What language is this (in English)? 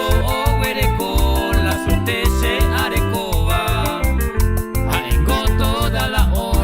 Guarani